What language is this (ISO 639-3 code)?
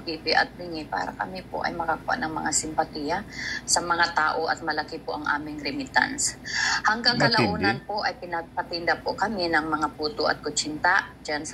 fil